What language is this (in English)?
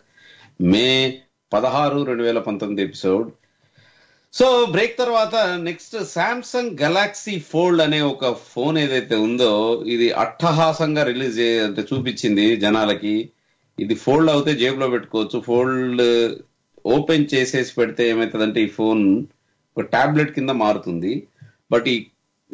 Telugu